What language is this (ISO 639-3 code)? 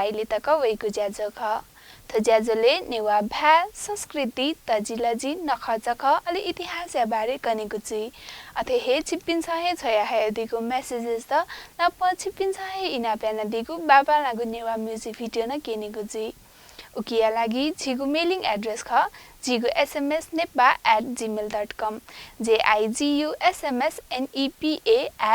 new